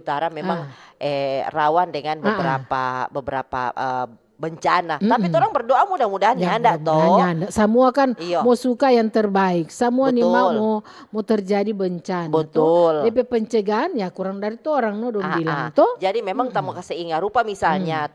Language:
Manado Malay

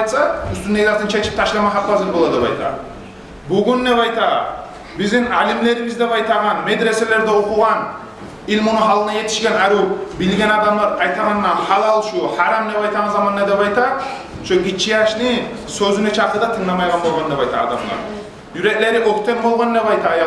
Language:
Kumyk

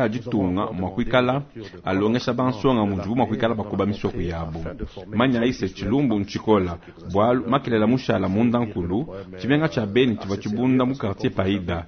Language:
Luba-Lulua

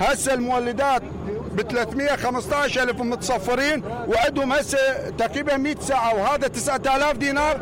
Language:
Mesopotamian Arabic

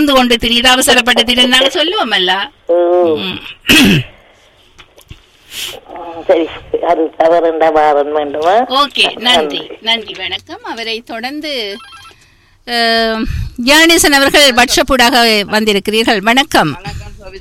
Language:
Tamil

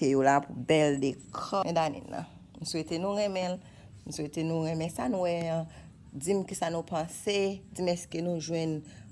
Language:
Haitian Creole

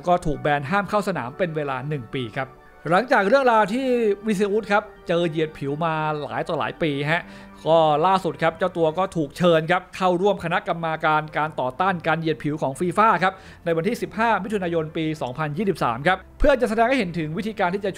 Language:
Thai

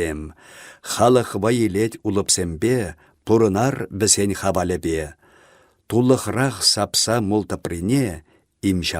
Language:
Chuvash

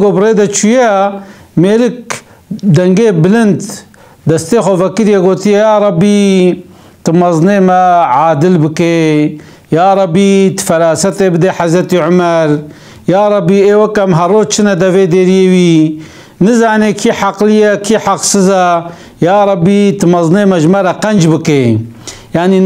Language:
Kurdish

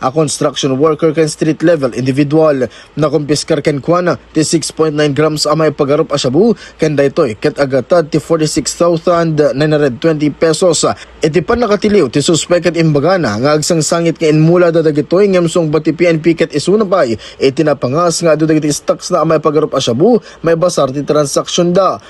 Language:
Iloko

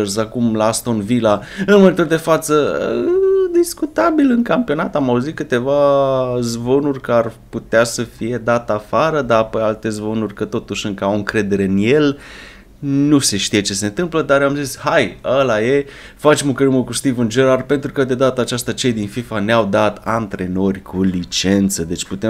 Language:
Romanian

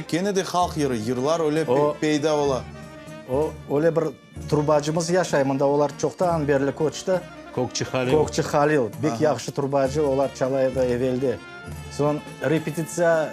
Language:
Crimean Tatar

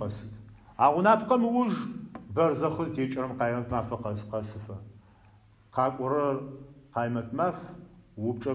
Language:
Adyghe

